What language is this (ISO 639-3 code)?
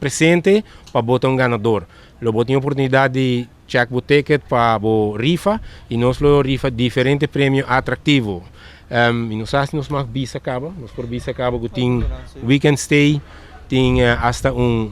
pap